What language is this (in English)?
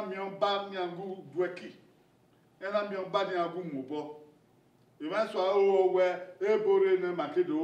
Bini